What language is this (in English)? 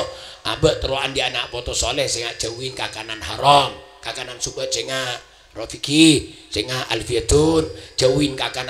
Madurese